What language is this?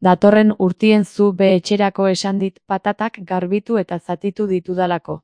Basque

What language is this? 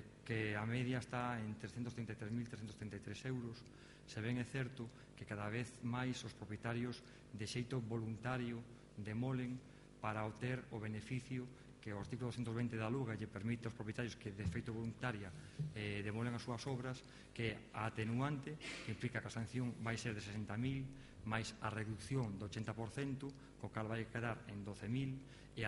Galician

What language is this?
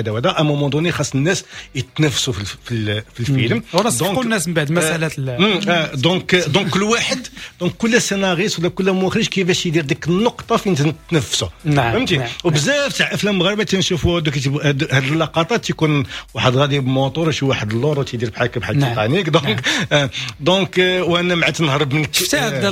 Moroccan Arabic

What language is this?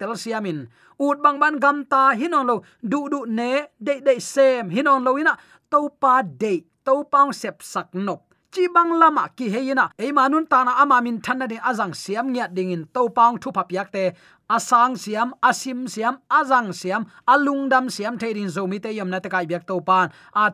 Tedim Chin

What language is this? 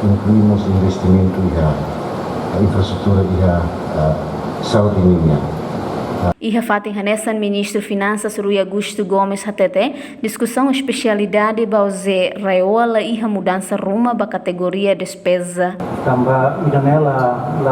Tetum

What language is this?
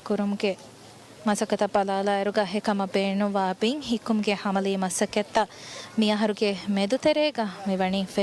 Divehi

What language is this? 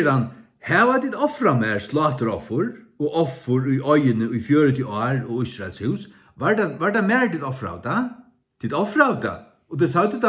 Faroese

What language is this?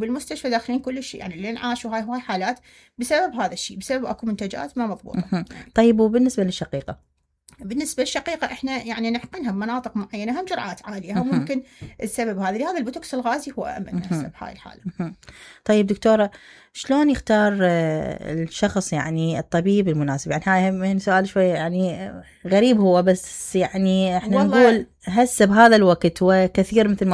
Mesopotamian Arabic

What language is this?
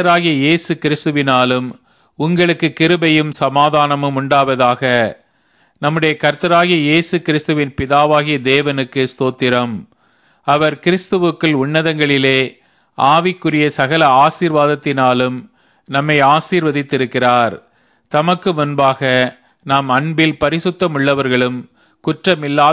Tamil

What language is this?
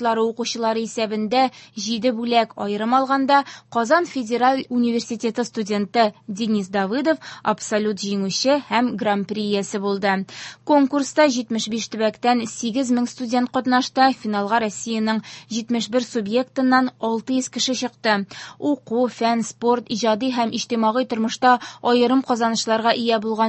Tatar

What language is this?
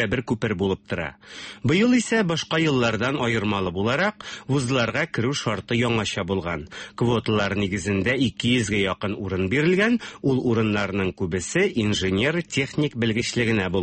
Tatar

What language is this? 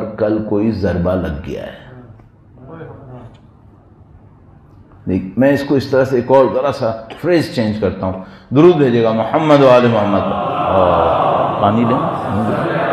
Urdu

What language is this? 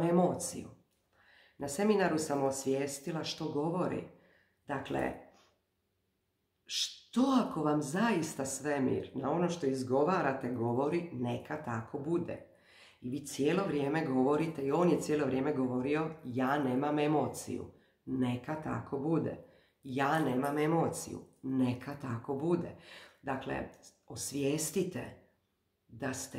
Croatian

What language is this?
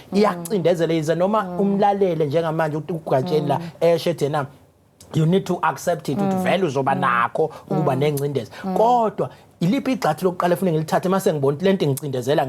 Zulu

